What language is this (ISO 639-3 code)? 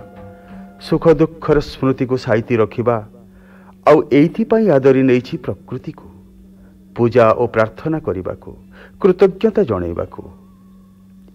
ori